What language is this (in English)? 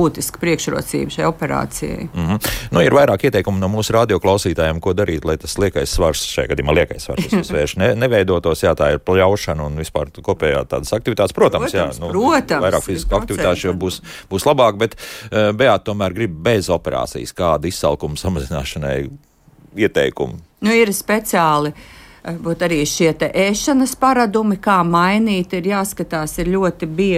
Latvian